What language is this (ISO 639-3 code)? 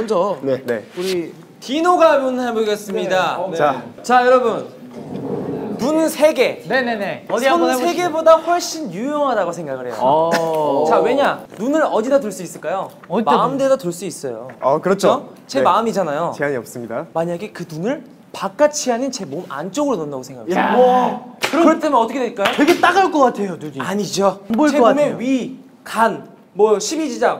kor